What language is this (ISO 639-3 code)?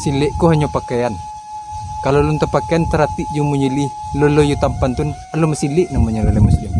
min